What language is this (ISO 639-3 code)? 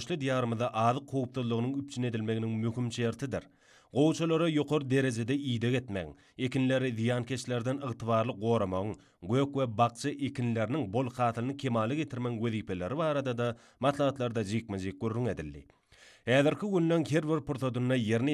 tuk